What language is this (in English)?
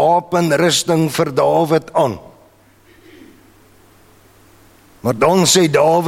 Afrikaans